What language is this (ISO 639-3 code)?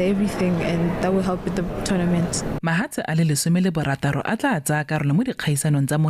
tsn